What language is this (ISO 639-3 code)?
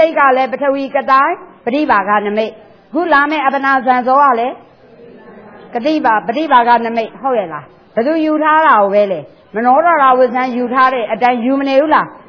mya